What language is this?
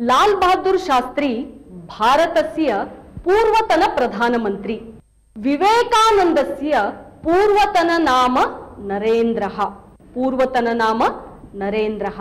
Sanskrit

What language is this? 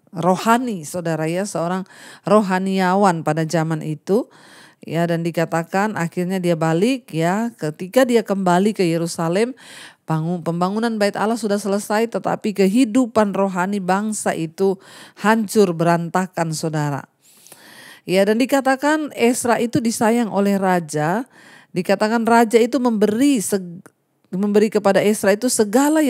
Indonesian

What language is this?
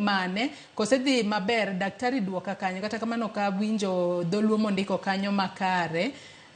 Luo (Kenya and Tanzania)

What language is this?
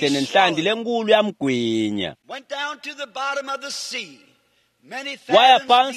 Swati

